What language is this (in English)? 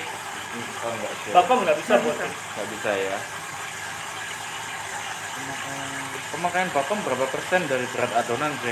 Indonesian